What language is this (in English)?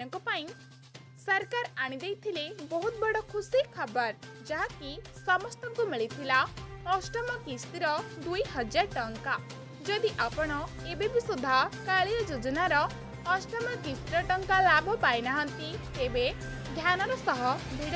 Odia